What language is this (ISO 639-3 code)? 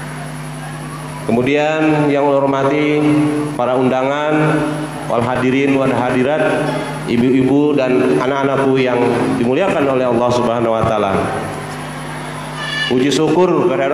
ind